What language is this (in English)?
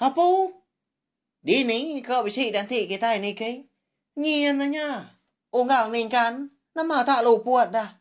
Iban